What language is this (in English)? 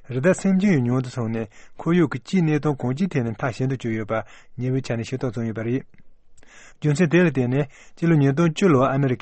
Tibetan